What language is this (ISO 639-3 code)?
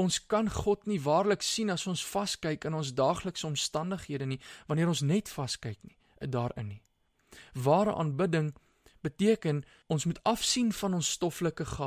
afr